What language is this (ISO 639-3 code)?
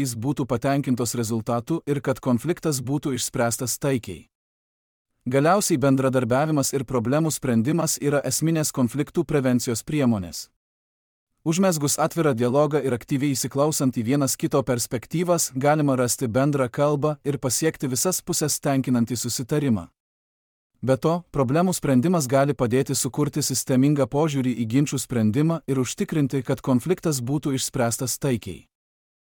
lit